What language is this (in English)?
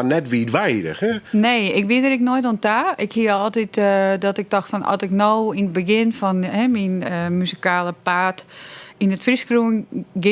Western Frisian